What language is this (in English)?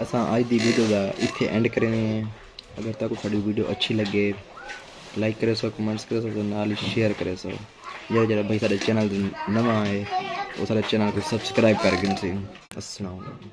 Saraiki